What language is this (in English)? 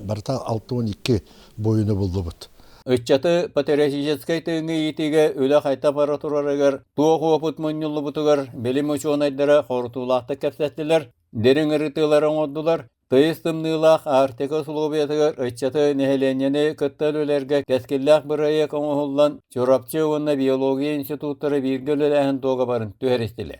Yakut